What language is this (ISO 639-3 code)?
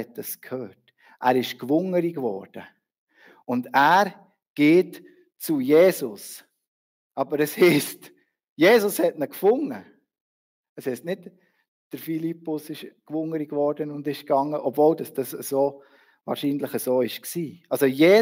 gsw